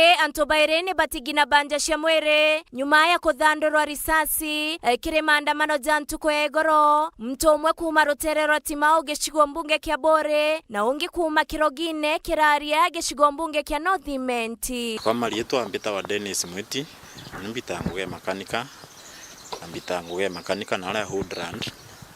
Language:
Meru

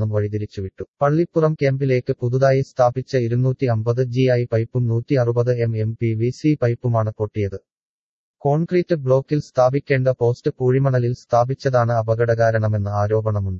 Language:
Malayalam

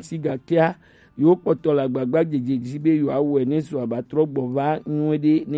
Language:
Gen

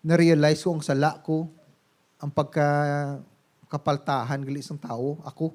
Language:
Hiligaynon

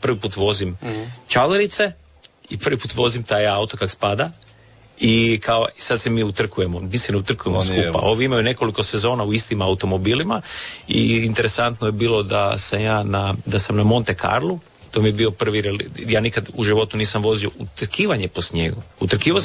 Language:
Croatian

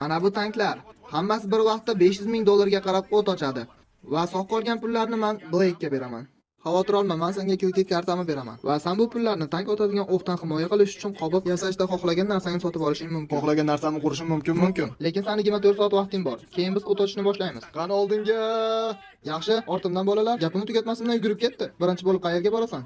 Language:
Uzbek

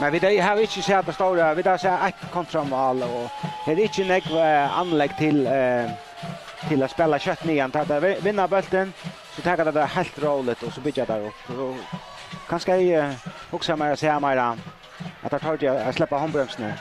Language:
Faroese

